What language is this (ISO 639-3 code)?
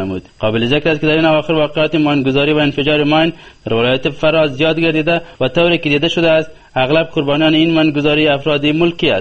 fas